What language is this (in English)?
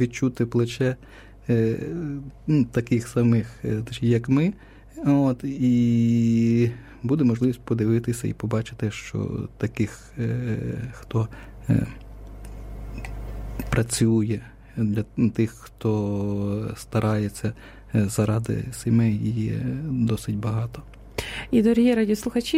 Ukrainian